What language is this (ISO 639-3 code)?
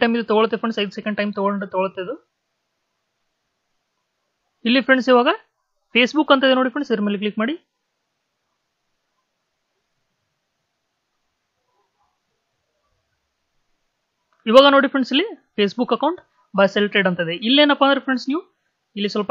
kan